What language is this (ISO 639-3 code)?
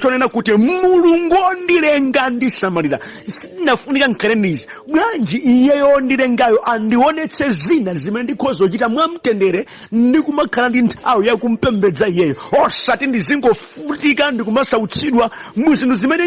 nya